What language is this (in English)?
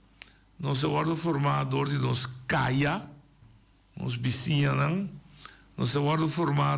Papiamento